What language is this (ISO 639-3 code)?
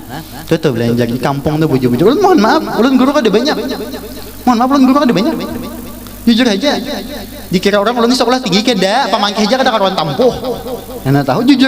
bjn